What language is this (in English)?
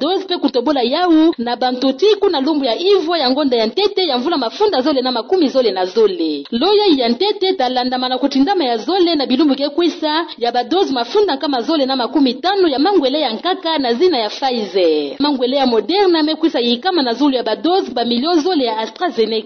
Kituba (Democratic Republic of Congo)